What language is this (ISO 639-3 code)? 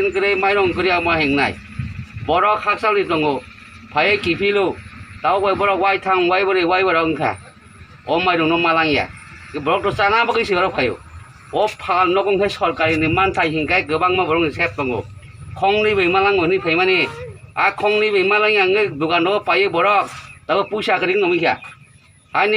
trp